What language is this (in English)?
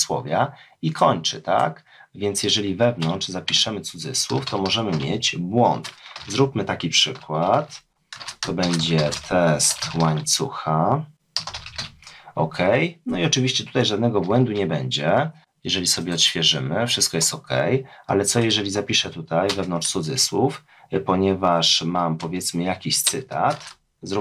Polish